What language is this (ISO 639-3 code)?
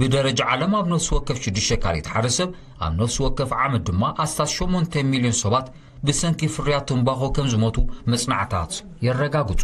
tir